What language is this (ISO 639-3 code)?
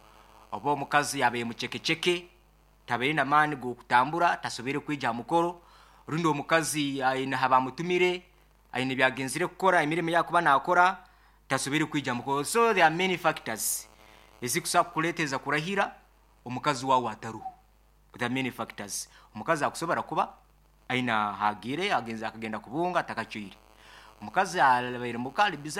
nyo